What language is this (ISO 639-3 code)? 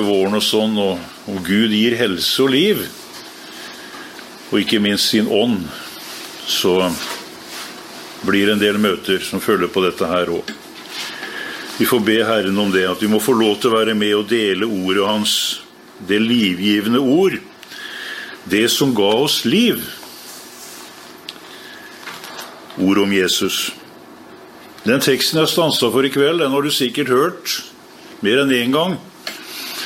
nor